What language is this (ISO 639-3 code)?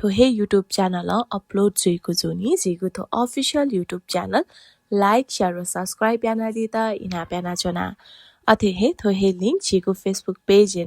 new